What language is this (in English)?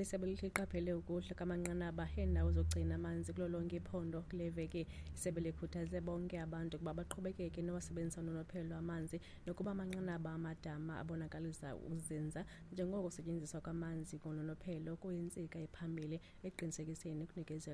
Xhosa